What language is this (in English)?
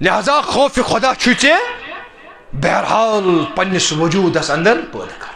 Kashmiri